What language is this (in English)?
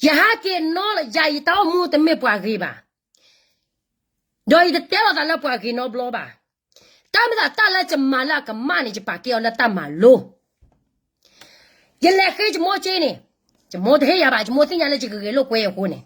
S'gaw Karen